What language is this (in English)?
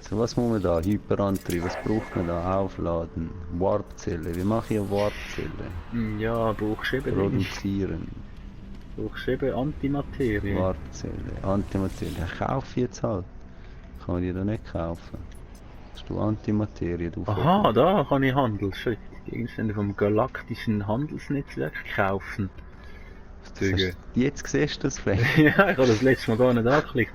Swiss German